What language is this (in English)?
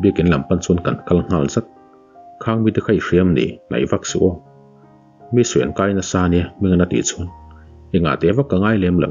Mizo